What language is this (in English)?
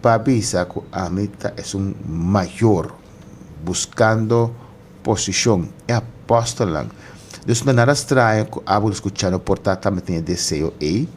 Papiamento